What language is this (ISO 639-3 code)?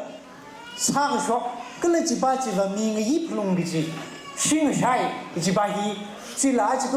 nmf